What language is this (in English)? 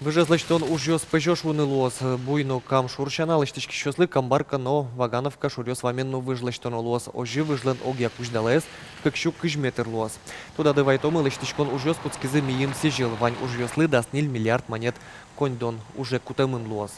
Udmurt